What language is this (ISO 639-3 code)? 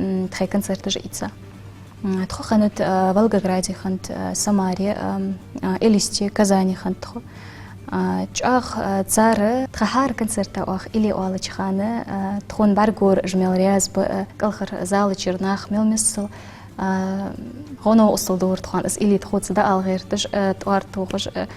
inh